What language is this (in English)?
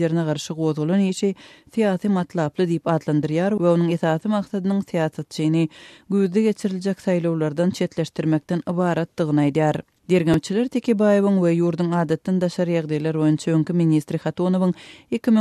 Turkmen